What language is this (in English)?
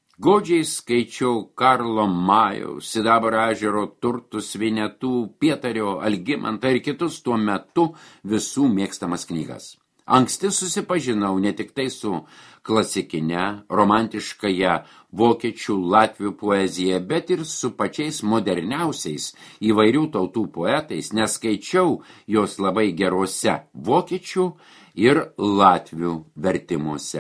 Lithuanian